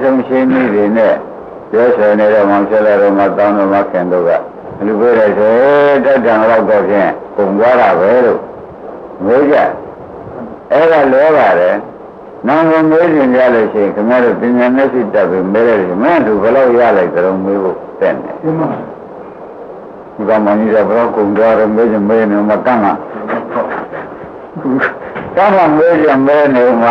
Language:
Burmese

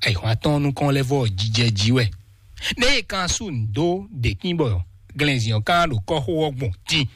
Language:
Fon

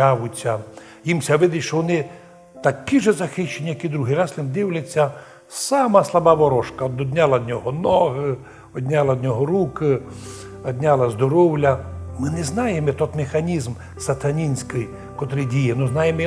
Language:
Rusyn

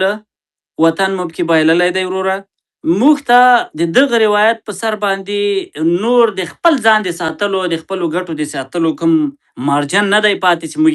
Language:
Pashto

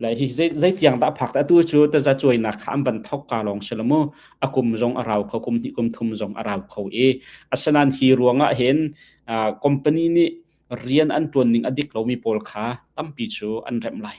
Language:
Hakha Chin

